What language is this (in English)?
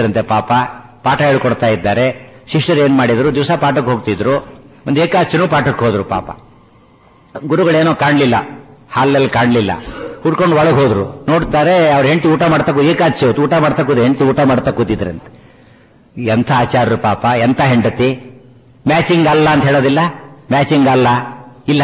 Kannada